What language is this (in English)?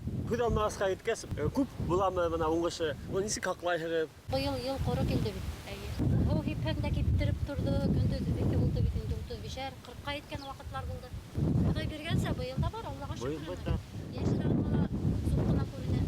Bashkir